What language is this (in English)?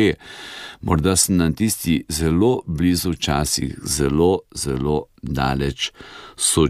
Slovenian